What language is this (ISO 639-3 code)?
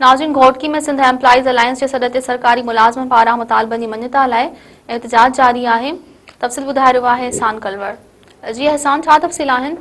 snd